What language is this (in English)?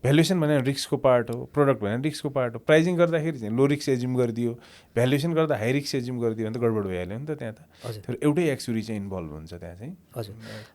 Nepali